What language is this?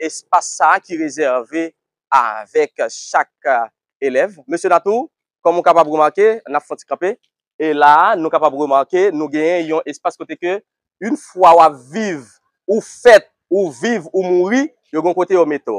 Haitian Creole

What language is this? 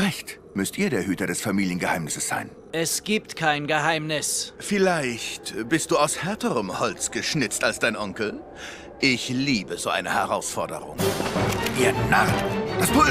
Bavarian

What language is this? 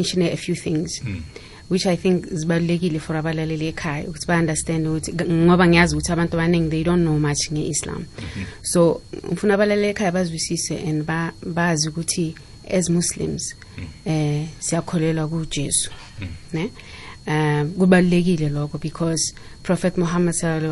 South Ndebele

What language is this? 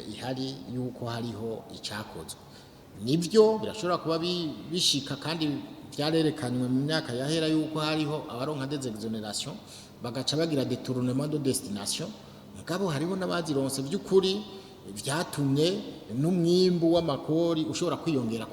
Rundi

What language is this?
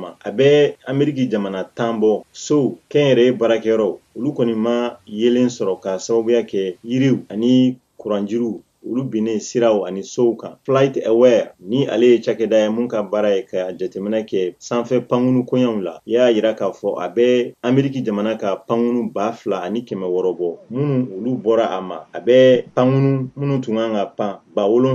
Bambara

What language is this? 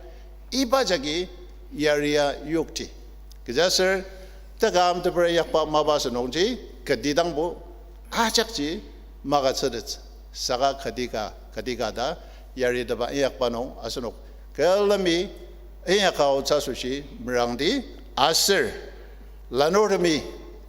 Ao Naga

